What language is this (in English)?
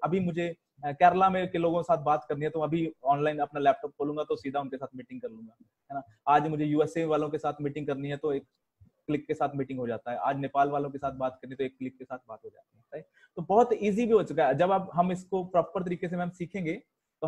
Hindi